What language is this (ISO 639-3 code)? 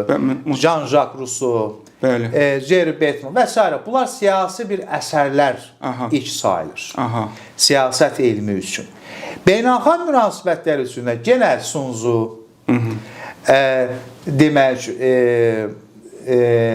aze